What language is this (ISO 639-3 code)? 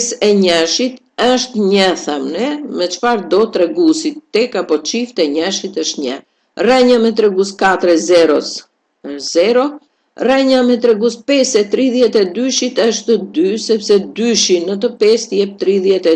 sqi